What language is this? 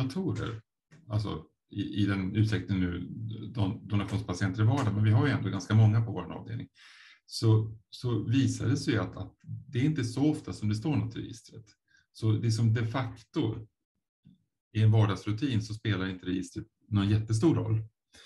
Swedish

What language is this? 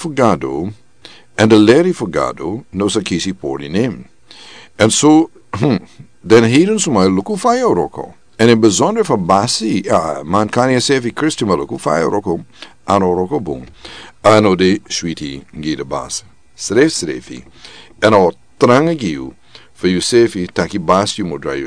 Sranan Tongo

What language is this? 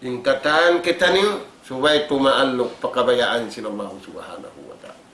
Tausug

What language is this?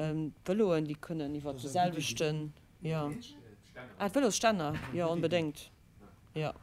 Luxembourgish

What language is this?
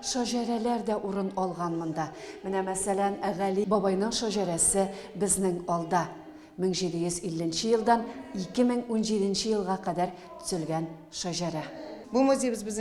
Tatar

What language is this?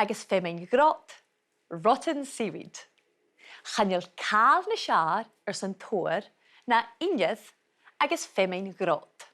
Scottish Gaelic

